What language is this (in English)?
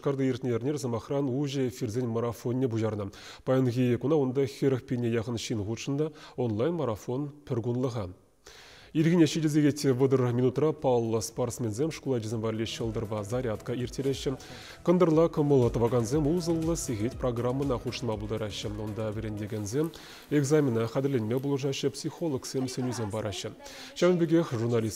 Chuvash